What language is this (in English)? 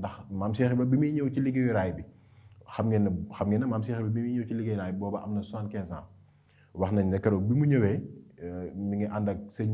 Wolof